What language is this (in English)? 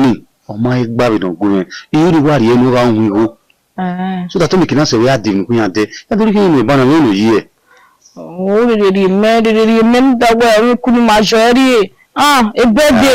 Bini